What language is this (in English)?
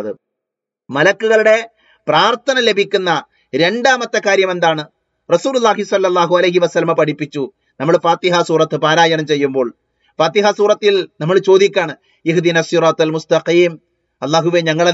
Malayalam